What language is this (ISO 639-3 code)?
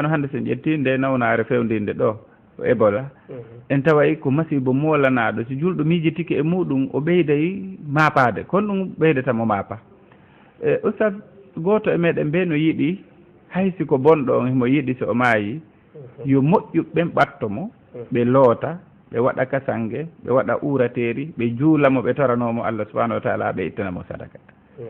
ful